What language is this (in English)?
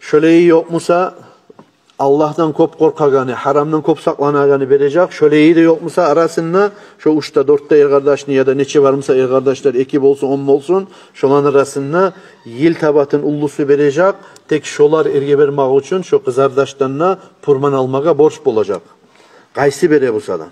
Kumyk